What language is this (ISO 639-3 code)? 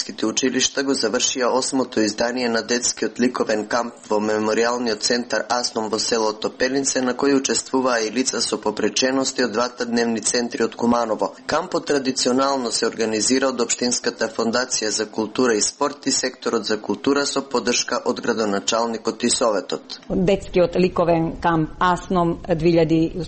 mkd